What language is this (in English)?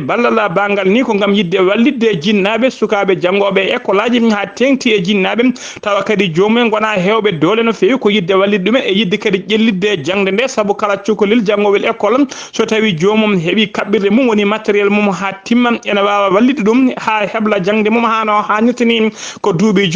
Fula